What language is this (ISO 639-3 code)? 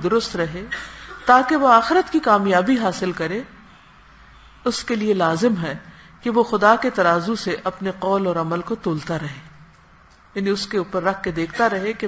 urd